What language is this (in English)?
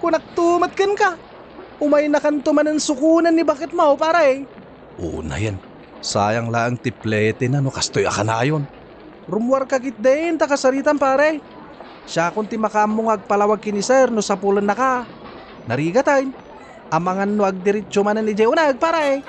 Iloko